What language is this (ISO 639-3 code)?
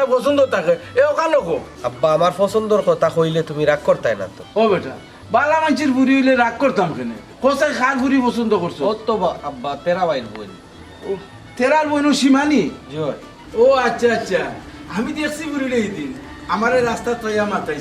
syl